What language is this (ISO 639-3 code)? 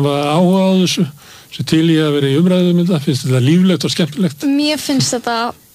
isl